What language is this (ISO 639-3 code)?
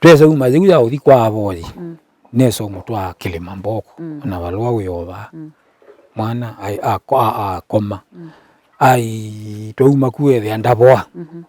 kam